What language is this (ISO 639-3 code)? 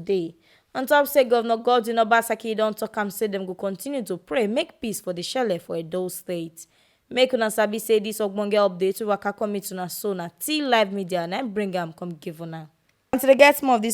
pcm